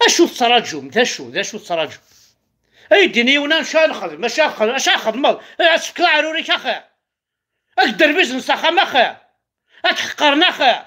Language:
Kabyle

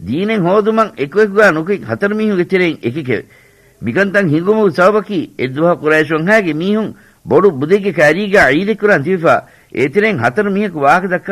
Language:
Divehi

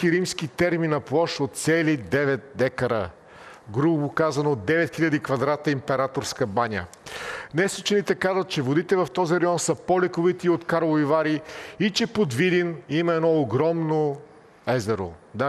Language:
Bulgarian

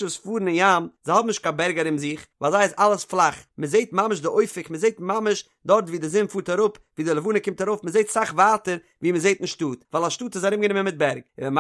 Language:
Yiddish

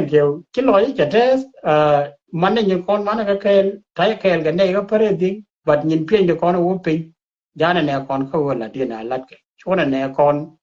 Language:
Nuer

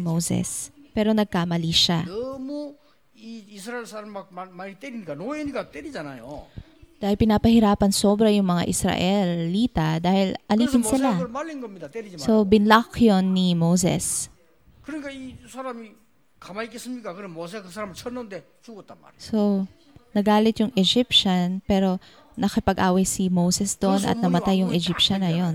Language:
Filipino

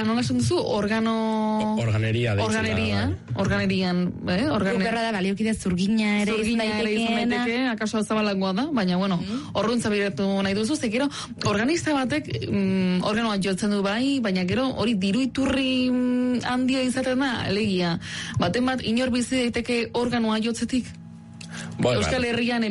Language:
Basque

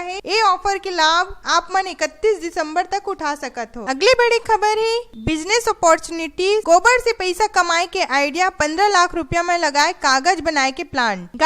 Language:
Chhattisgarhi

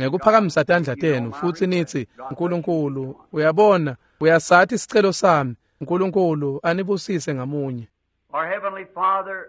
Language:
Swati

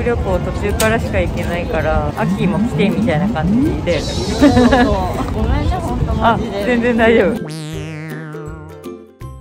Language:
Japanese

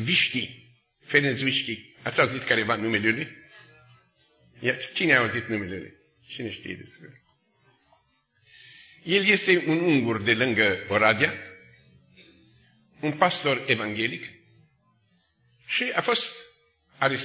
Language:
Romanian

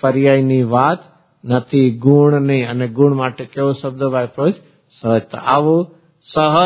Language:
Gujarati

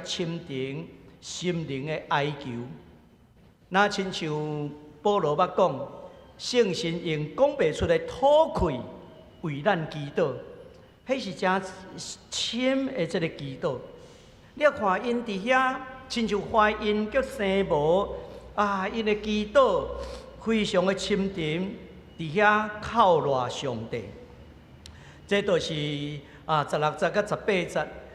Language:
Min Nan Chinese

